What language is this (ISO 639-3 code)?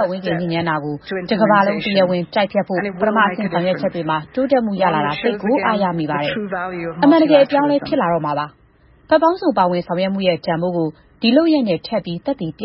mya